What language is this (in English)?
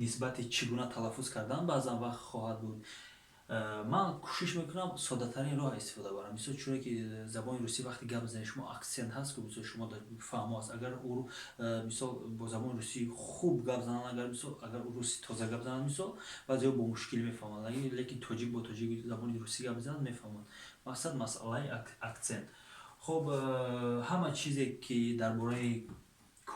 Tajik